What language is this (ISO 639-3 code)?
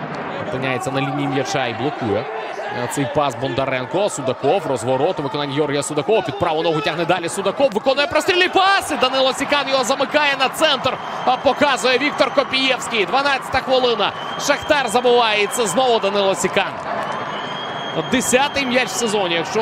ukr